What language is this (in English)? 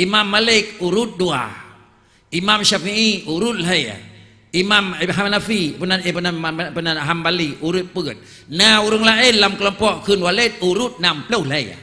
Achinese